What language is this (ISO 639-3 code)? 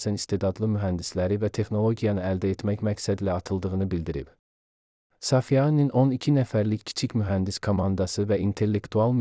aze